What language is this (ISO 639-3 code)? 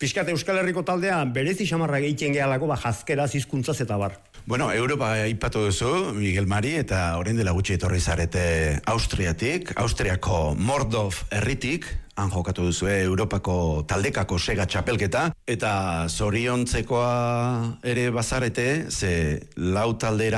eus